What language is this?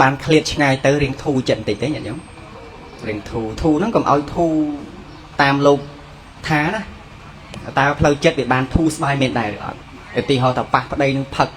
Khmer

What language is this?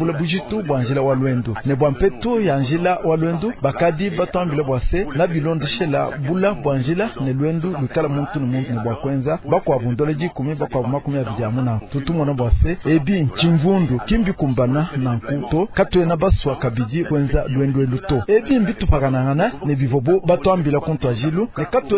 Luba-Lulua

